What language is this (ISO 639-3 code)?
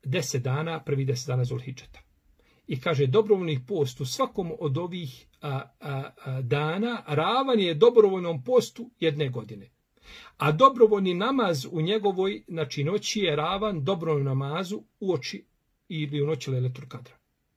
bos